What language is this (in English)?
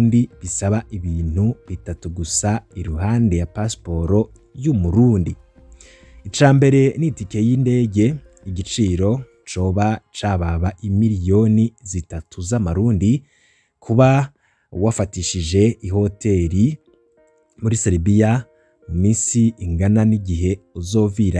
Rundi